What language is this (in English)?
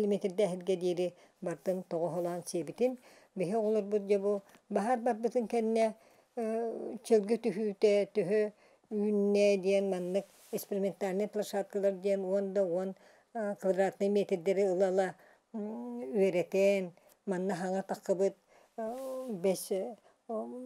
Yakut